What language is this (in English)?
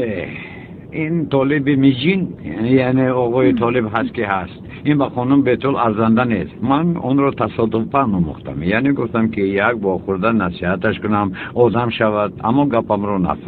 Tajik